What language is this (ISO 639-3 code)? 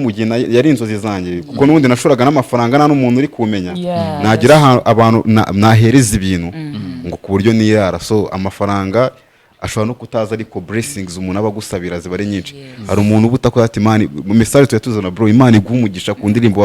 kin